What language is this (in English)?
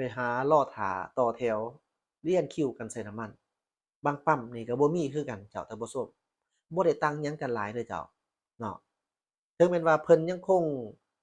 Lao